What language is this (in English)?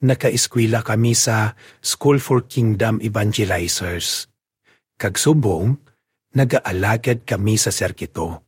Hiligaynon